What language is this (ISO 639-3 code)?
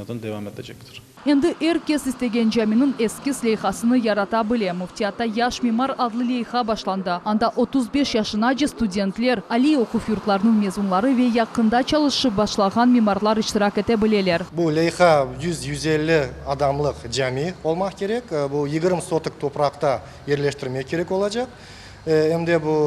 crh